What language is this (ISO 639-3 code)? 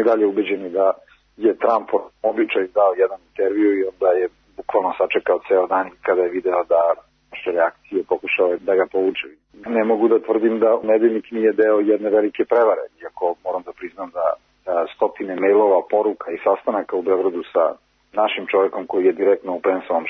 srp